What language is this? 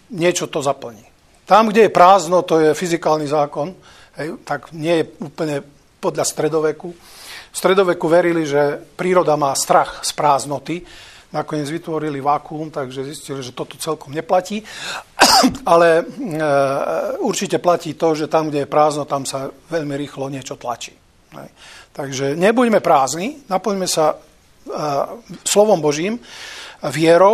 Slovak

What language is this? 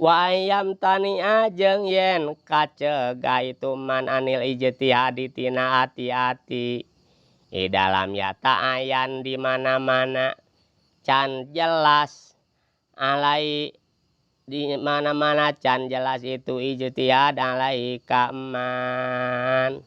Sundanese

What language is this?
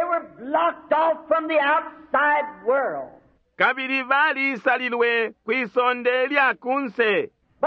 Bemba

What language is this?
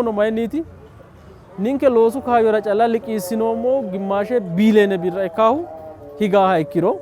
Sidamo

